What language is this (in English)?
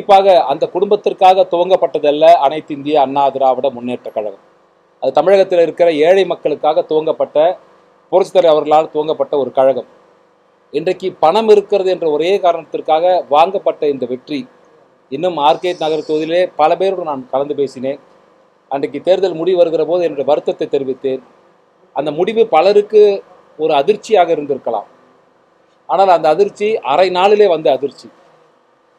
Tamil